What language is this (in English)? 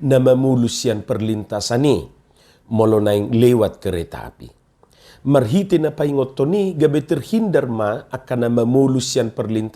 Batak Toba